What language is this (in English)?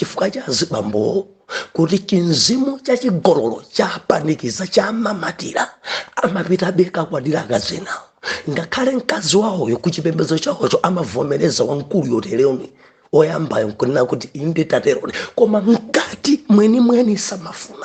Nyanja